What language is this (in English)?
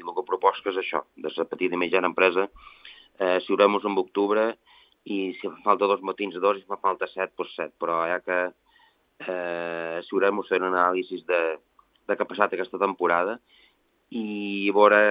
Catalan